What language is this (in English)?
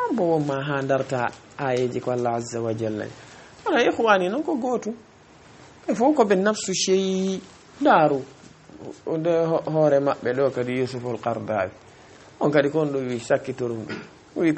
Fula